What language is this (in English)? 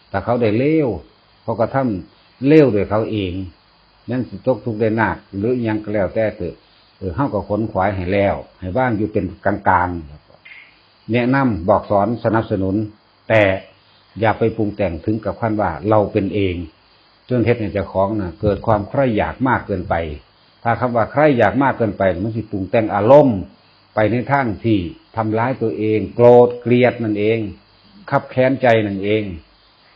Northeastern Thai